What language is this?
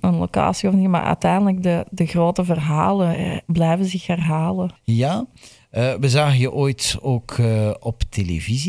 Dutch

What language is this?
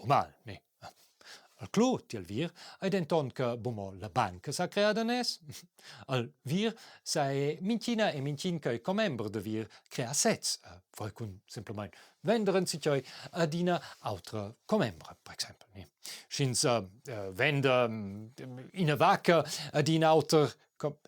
Romansh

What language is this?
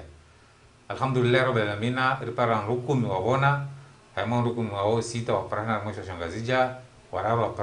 Ngazidja Comorian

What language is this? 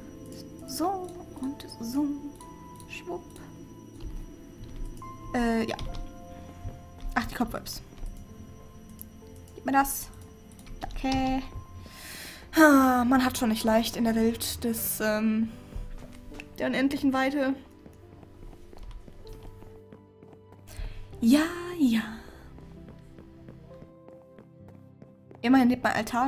German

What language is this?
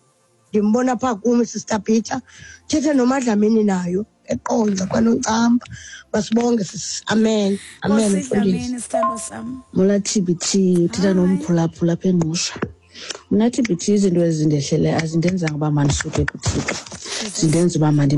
Xhosa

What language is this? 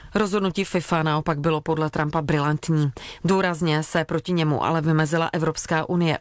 Czech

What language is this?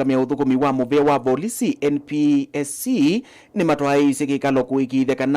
Kamba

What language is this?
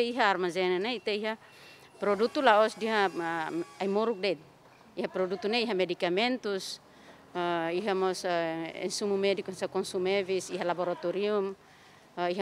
Tetum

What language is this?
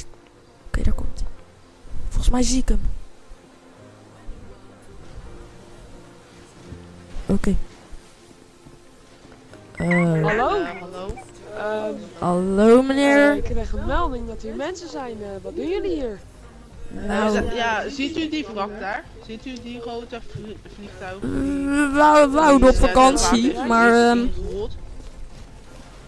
Dutch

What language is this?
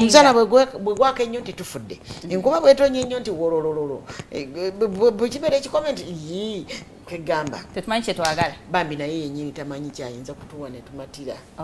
Ganda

